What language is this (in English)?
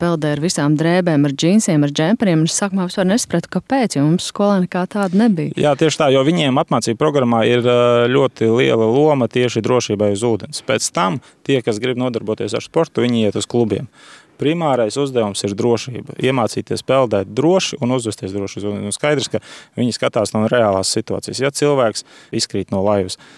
Latvian